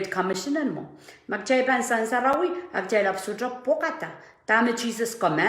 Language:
Pohnpeian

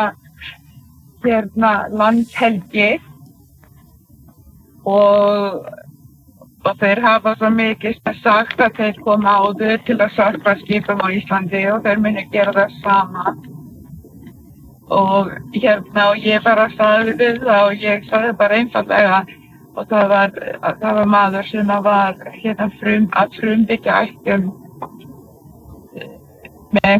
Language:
Icelandic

